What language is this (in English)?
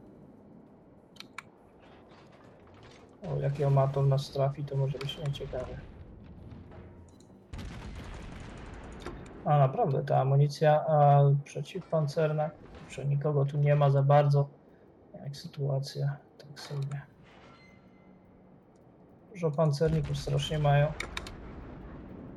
Polish